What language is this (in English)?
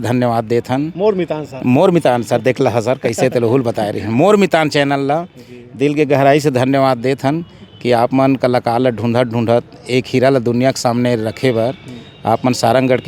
Chhattisgarhi